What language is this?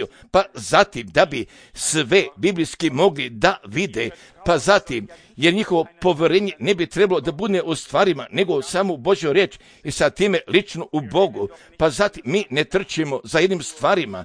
Serbian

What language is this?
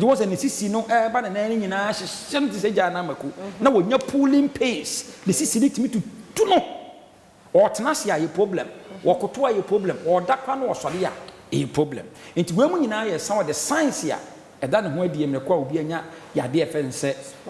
Akan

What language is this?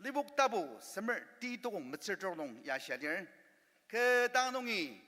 Ao Naga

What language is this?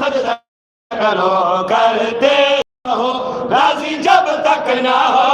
Saraiki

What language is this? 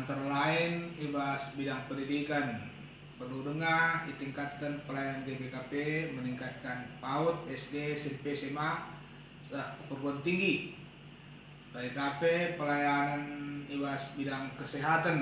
Batak Karo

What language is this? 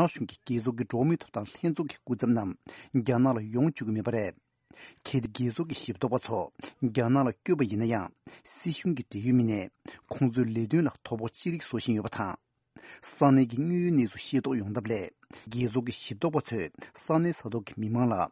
Tibetan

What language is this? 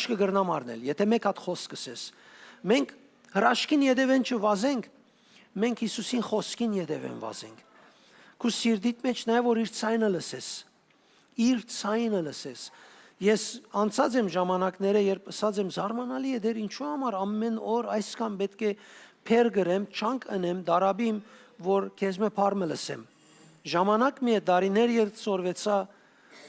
Western Armenian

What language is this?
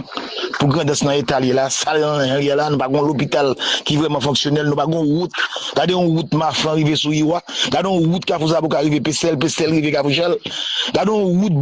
Haitian Creole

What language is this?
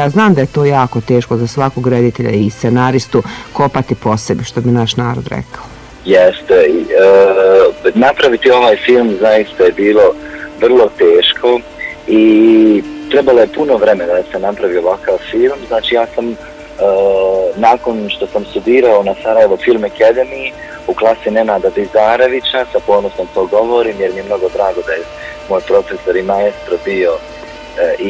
Bosnian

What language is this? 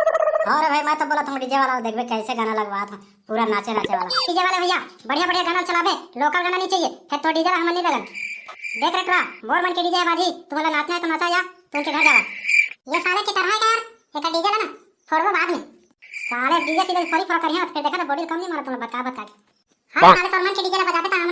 Chhattisgarhi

